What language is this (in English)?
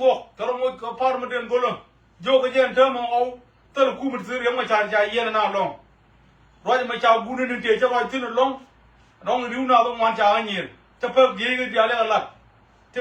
Nuer